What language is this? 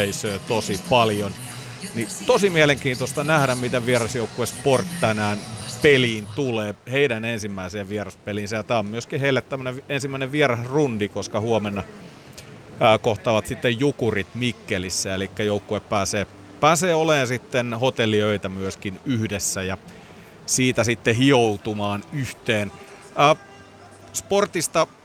Finnish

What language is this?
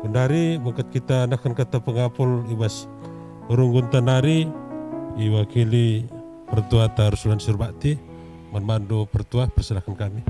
Batak Karo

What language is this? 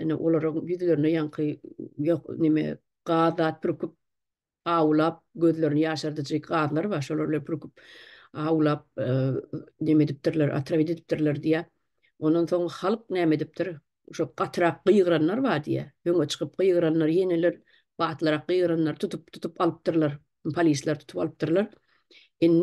Turkmen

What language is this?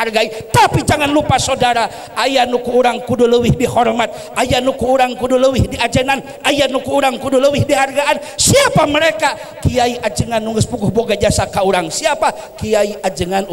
Sundanese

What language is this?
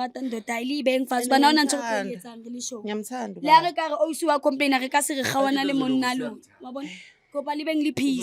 Zulu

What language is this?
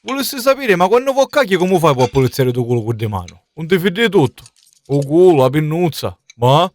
Sicilian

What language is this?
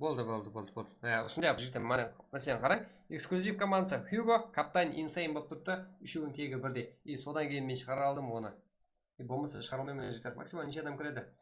Kara-Kalpak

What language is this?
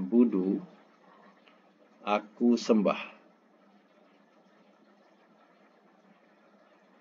Malay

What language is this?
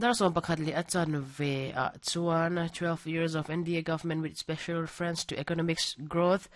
Mizo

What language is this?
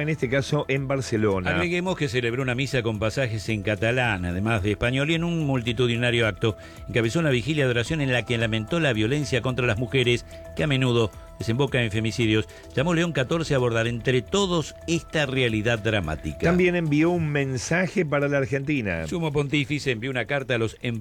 Spanish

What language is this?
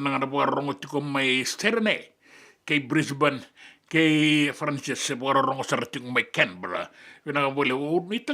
Fijian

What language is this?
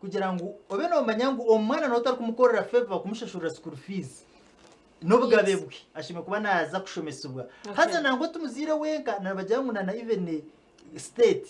Nyankole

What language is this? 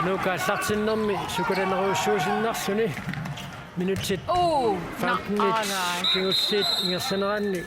Kalaallisut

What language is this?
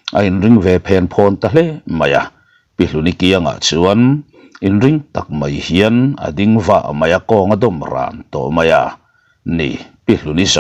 Mizo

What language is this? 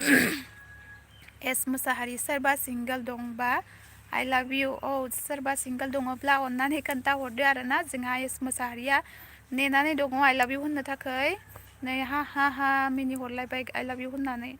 Bodo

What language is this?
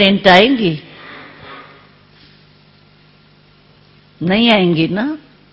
Hindi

